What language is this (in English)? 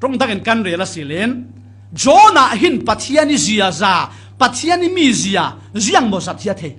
Falam Chin